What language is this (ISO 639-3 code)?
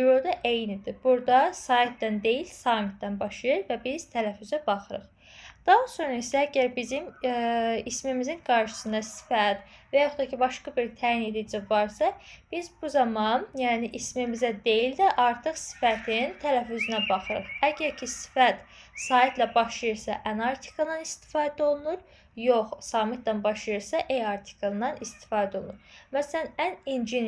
aze